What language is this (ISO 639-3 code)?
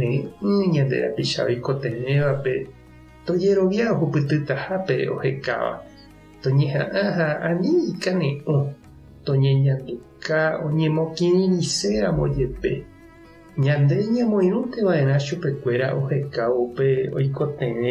grn